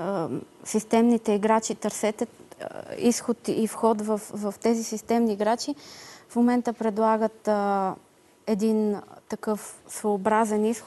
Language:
Bulgarian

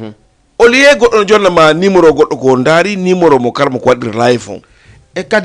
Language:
Fula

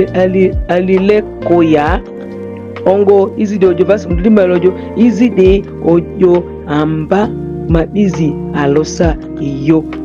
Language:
Ma'di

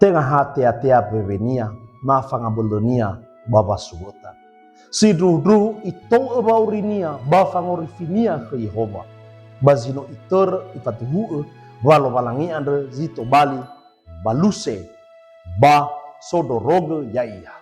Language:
Nias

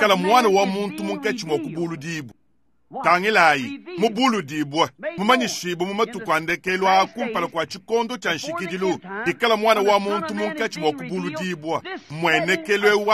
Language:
Luba-Lulua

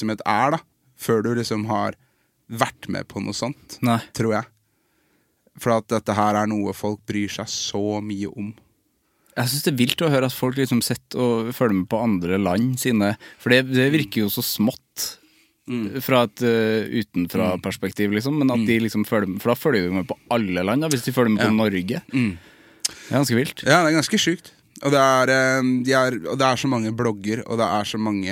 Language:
Norwegian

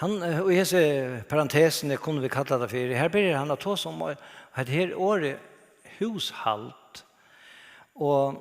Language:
Faroese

